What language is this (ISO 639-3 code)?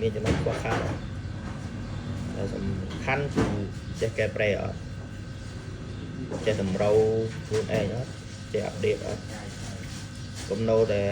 khm